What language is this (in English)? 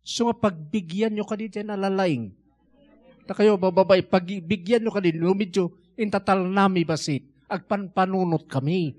Iloko